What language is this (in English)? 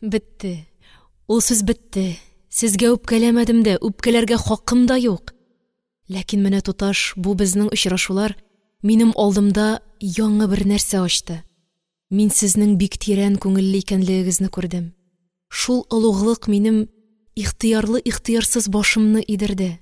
Tatar